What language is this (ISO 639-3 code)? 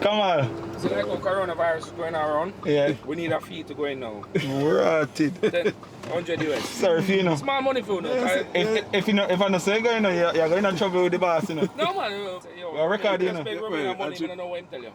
jam